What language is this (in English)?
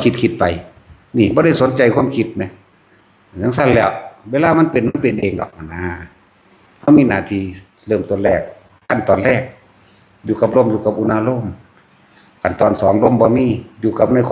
Lao